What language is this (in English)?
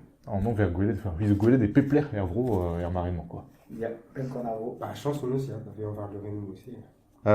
Breton